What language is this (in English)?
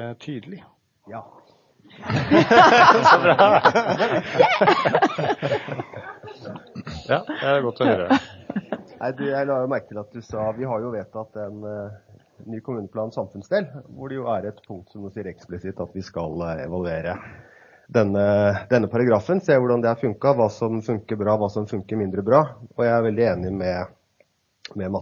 Norwegian